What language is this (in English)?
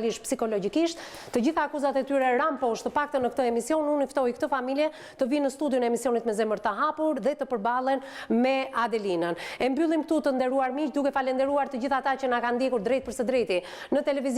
Albanian